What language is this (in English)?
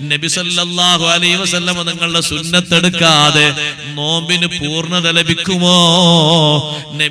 Malayalam